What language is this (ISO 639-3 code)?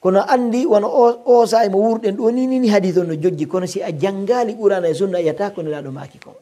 fuf